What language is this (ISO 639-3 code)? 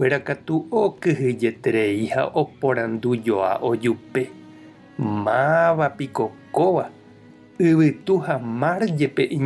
grn